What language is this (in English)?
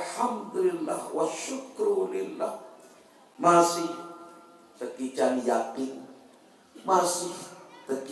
Sasak